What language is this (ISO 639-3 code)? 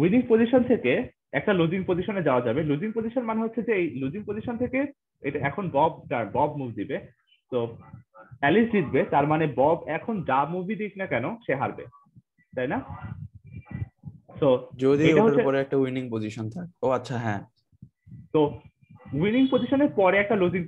ben